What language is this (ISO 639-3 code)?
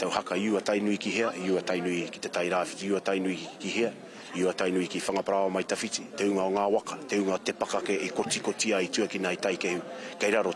mri